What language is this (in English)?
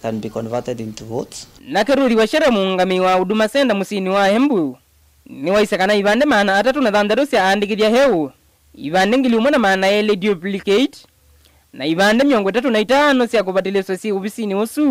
Kamba